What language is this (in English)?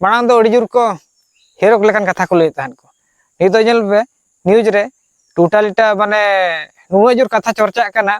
Santali